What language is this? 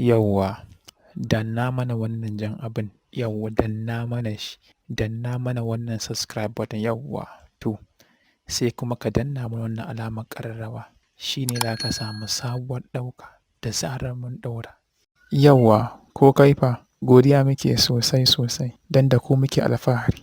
Hausa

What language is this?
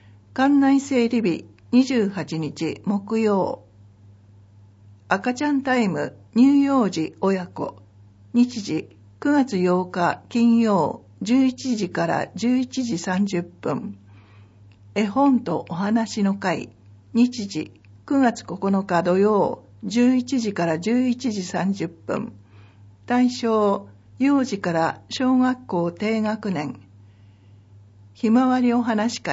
Japanese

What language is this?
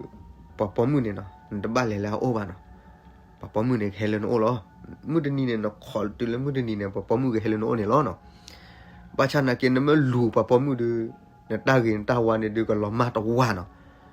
S'gaw Karen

